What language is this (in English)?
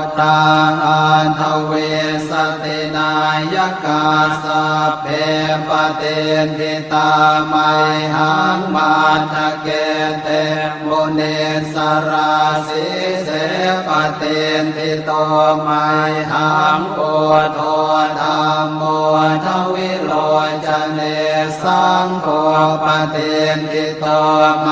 Pali